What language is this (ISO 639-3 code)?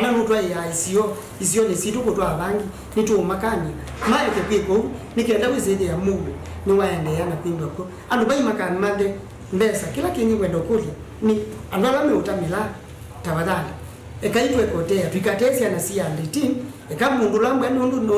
kam